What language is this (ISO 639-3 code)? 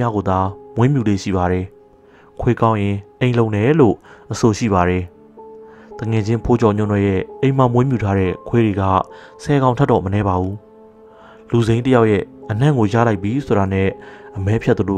mya